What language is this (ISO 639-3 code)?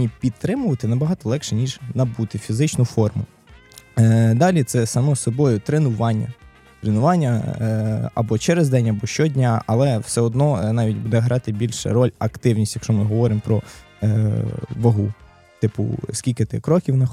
ukr